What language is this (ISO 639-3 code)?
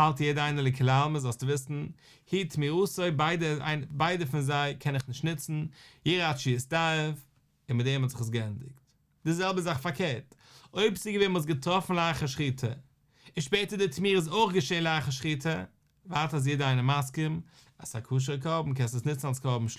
yid